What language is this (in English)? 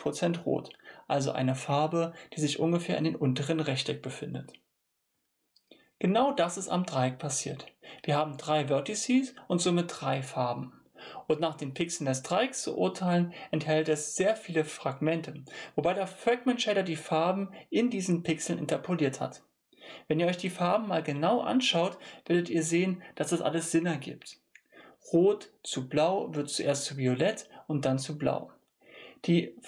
German